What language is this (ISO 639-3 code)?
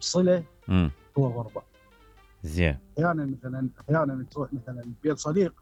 acm